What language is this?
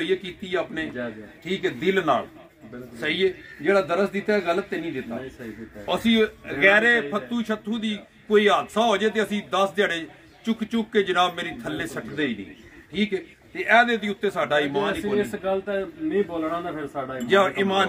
Punjabi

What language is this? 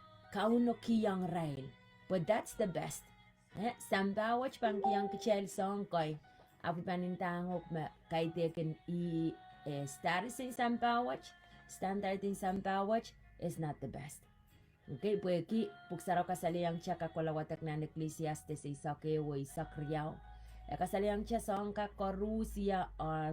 Pohnpeian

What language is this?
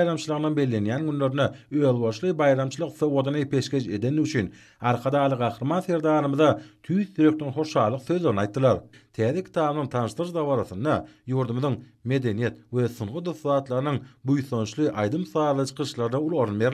Turkmen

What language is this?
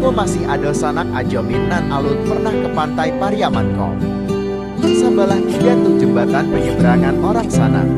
Minangkabau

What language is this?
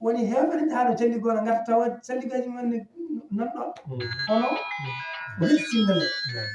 Fula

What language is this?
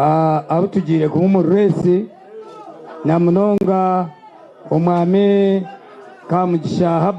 Nyankole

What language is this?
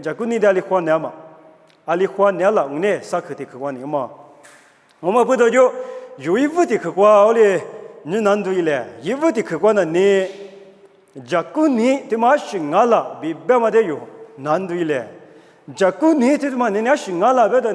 Lisu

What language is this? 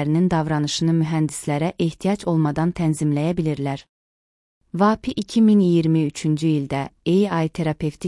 Azerbaijani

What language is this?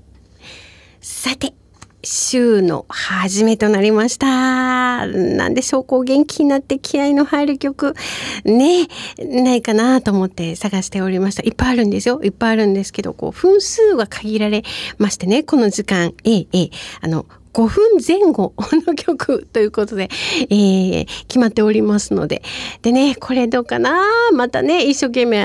Japanese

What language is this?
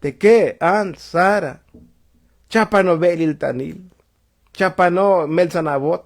Tzotzil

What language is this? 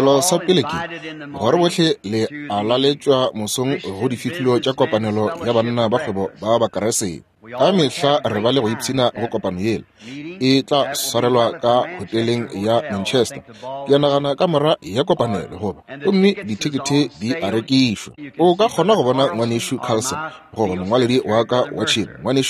Northern Sotho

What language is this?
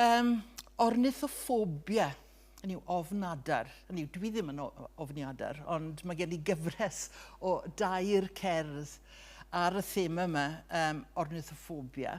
Welsh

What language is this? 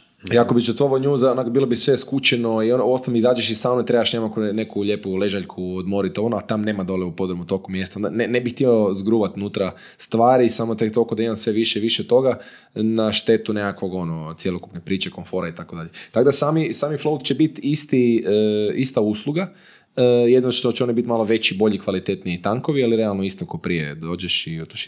Croatian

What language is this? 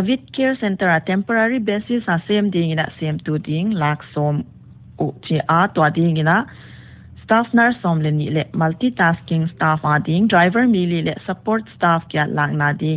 Paite Chin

